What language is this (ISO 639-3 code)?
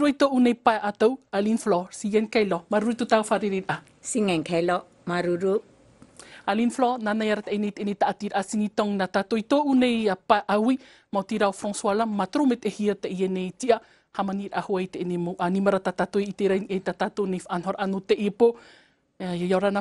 tah